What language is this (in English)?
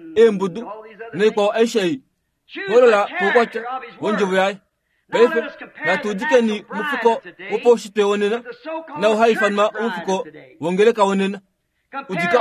Kuanyama